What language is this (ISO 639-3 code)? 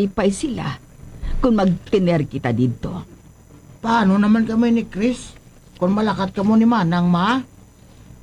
hil